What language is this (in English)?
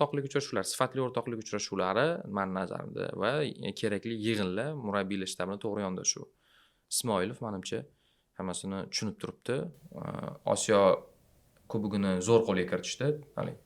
Uzbek